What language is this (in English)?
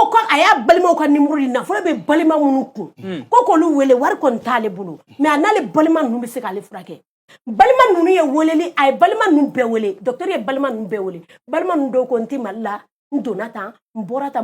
Bambara